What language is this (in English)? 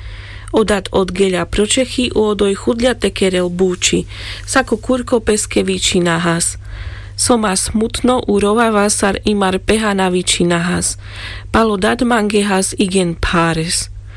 Carpathian Romani